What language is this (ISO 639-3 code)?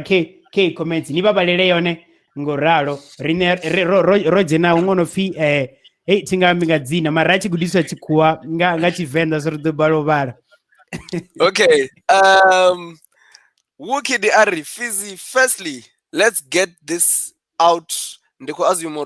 ven